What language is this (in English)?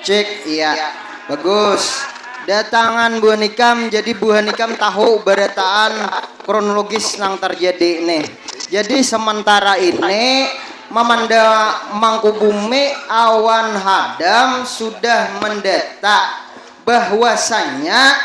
Banjar